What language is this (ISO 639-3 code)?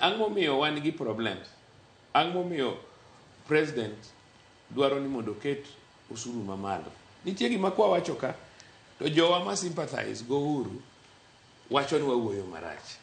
luo